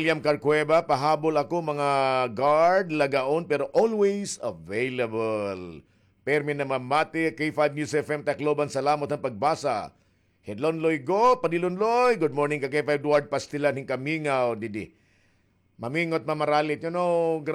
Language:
Waray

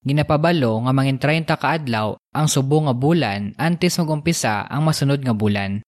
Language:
Hiligaynon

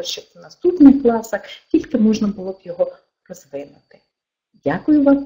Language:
Ukrainian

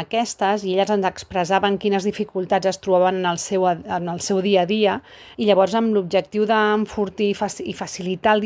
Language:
Catalan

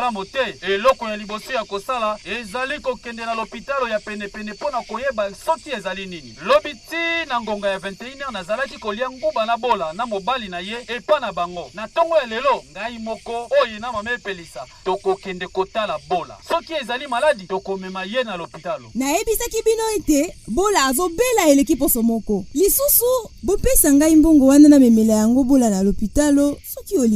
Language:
Lingala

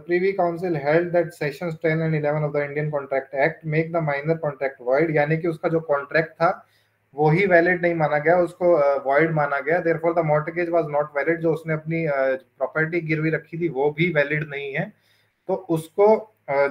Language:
Hindi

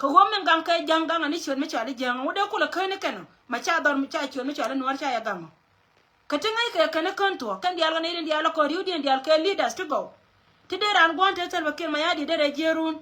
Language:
Nuer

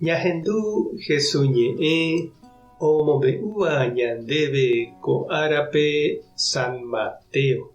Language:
Guarani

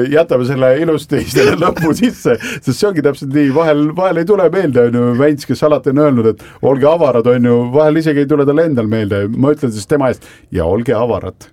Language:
Estonian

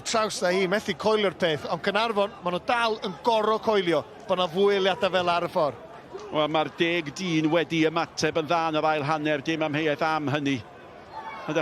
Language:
Welsh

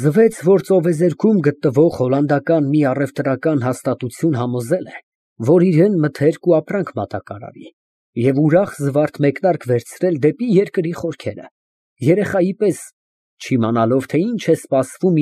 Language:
Armenian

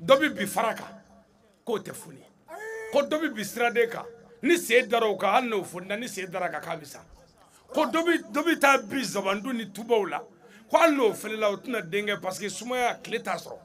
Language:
Bambara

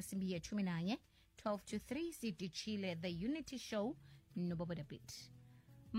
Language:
South Ndebele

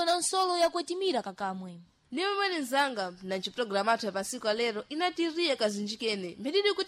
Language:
Sena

